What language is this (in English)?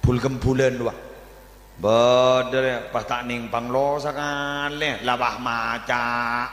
Madurese